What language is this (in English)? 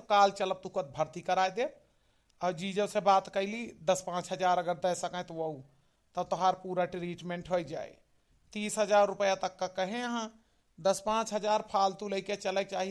Awadhi